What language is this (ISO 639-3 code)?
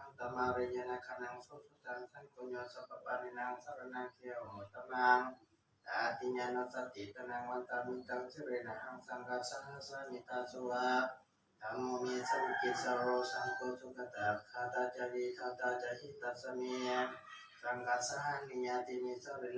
pli